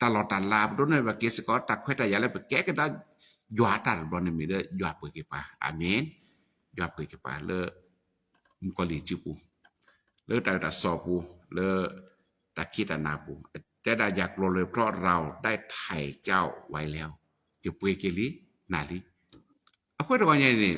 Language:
S'gaw Karen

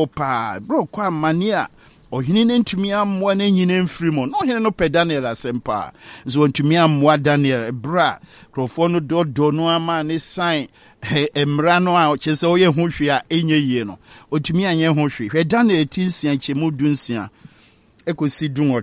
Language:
Akan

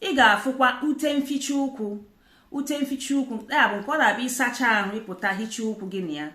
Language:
Igbo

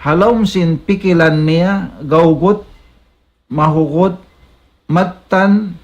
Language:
Tausug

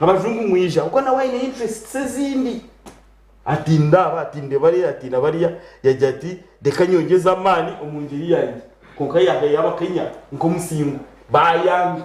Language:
Nyankole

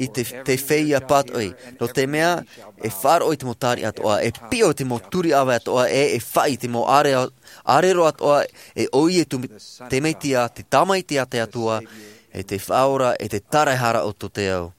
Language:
Tahitian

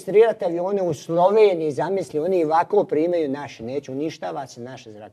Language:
Croatian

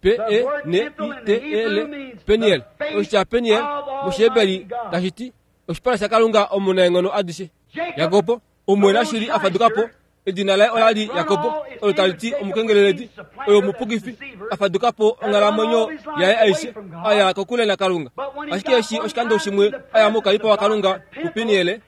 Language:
Kuanyama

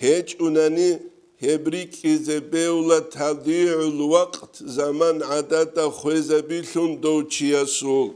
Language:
Avaric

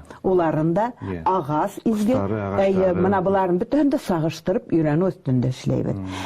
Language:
Bashkir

